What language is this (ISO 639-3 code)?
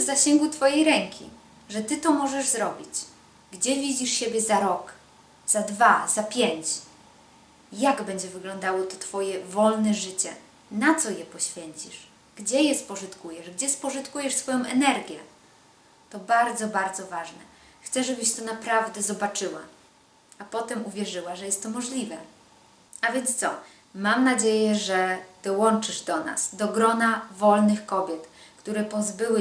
pol